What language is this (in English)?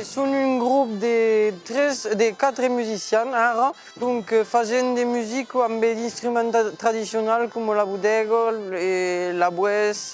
Occitan